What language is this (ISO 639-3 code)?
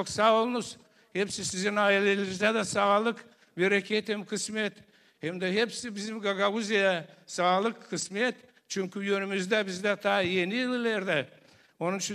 gag